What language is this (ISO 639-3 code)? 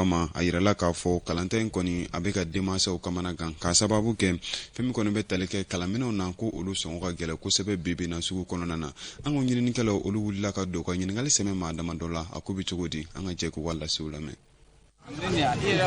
bam